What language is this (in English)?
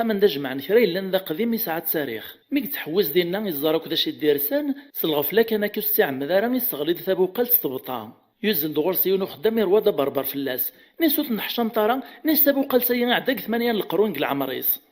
Kabyle